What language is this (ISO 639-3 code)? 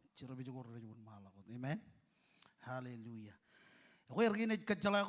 mah